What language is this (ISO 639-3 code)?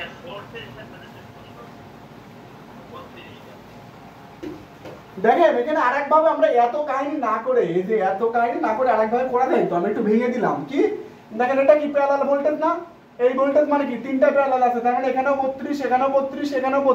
ben